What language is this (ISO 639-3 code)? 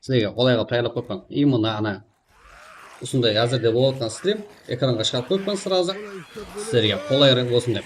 kaa